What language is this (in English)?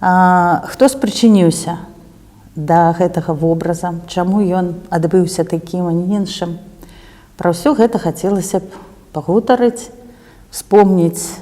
Belarusian